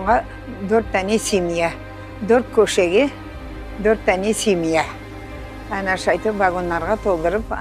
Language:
Crimean Tatar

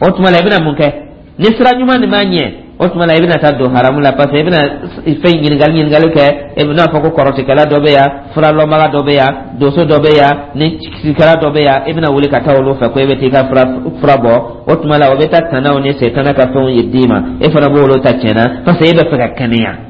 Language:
Dyula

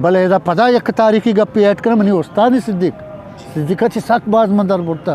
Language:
Eastern Balochi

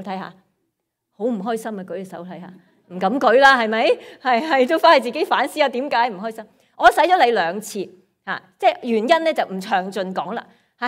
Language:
Cantonese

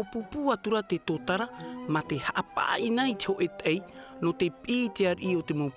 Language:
Tahitian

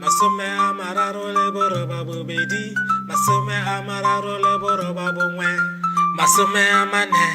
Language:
Tswana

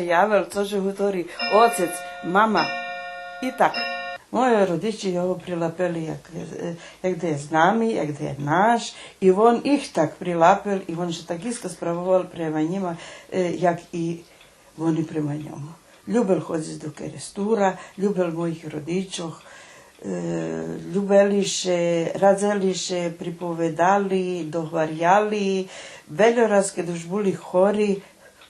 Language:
Rusyn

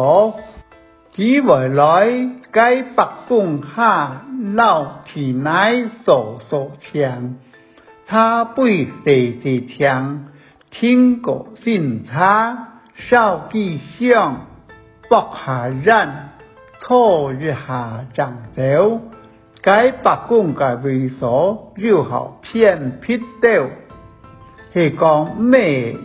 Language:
Hakka Chinese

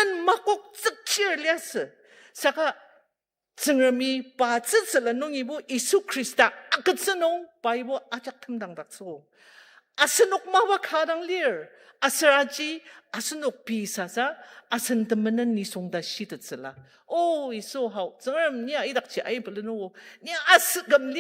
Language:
Ao Naga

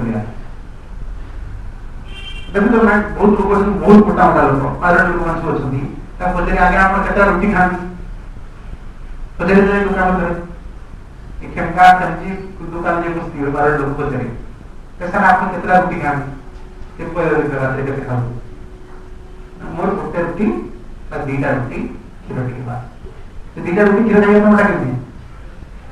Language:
Odia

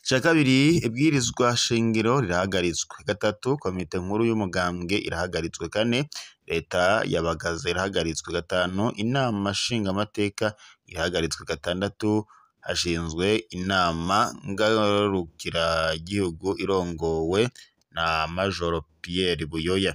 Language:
Rundi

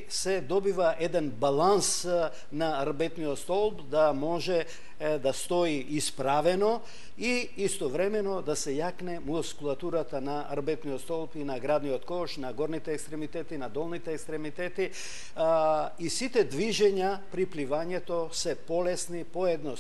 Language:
Macedonian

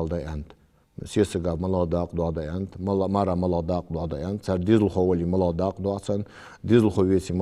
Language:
Ingush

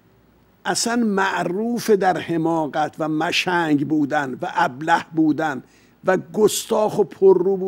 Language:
Persian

